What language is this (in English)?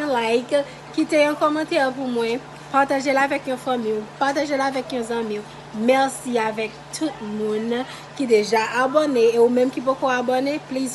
Haitian Creole